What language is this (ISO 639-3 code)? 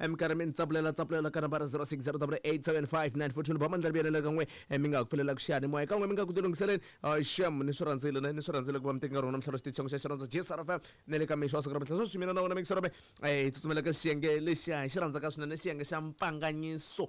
tso